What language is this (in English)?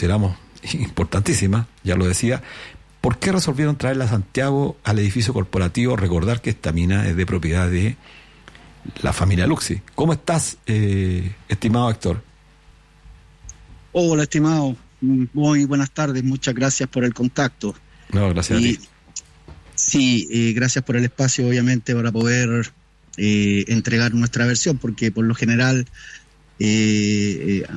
Spanish